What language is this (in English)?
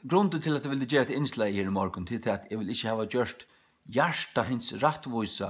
Faroese